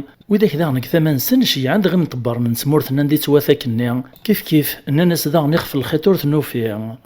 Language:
Kabyle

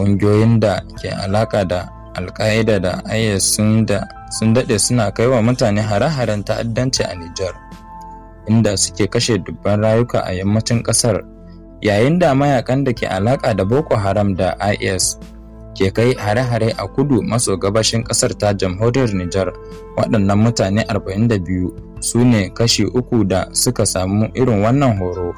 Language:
Hausa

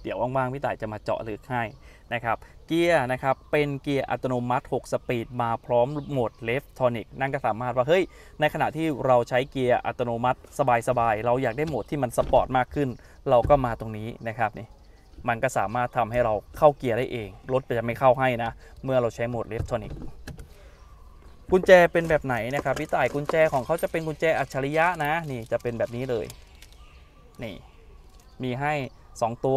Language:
Thai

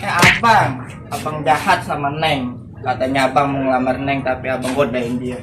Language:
Betawi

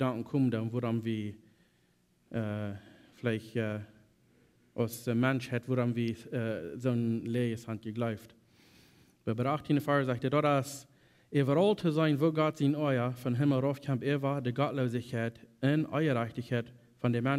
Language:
Plautdietsch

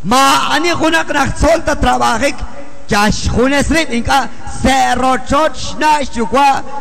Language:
Kekchí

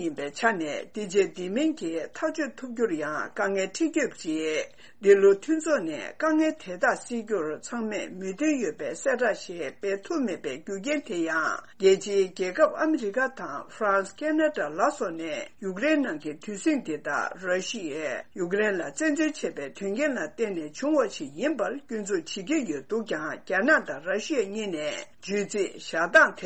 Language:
Tibetan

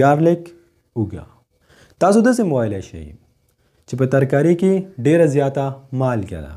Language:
Pashto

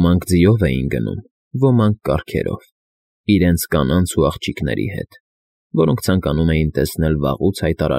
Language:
Armenian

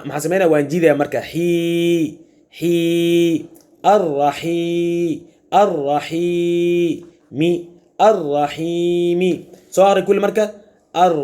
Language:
Somali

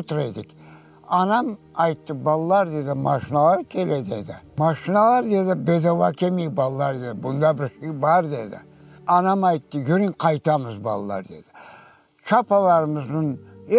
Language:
Crimean Tatar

